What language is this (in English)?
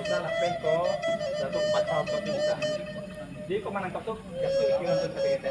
Minangkabau